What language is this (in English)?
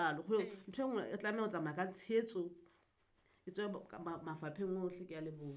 Southern Sotho